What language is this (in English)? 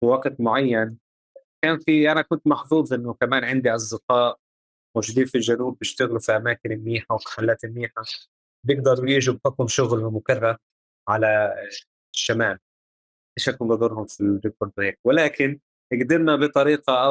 North Levantine Arabic